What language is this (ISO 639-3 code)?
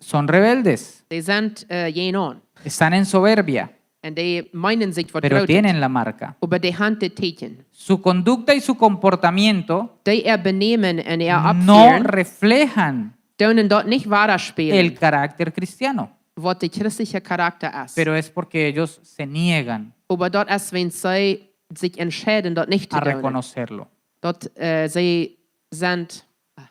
pdt